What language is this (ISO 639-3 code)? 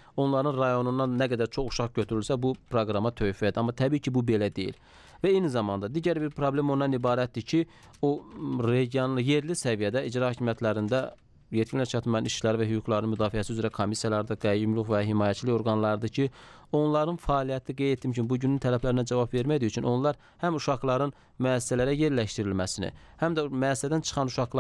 aze